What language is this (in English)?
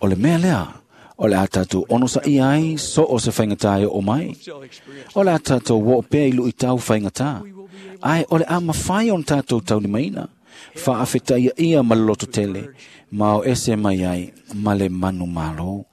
Samoan